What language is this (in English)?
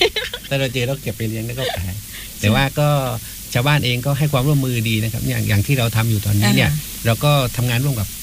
Thai